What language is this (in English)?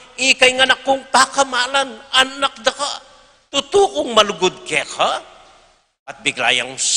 Pampanga